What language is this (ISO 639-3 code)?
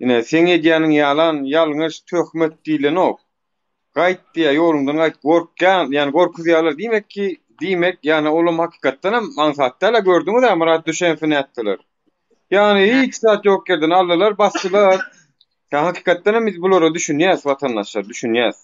tuk